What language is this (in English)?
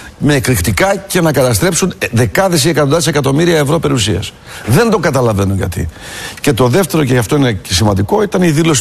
Greek